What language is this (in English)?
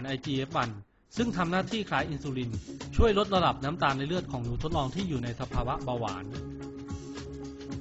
Thai